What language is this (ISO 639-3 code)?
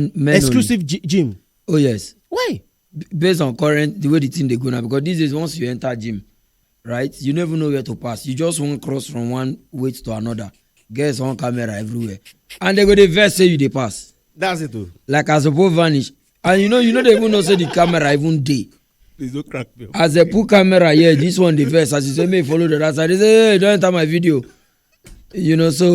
pcm